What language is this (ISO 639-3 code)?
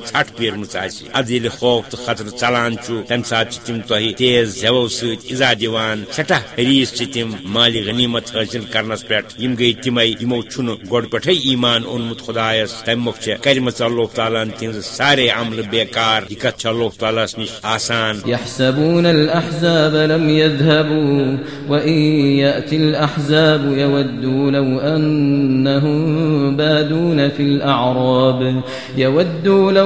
kas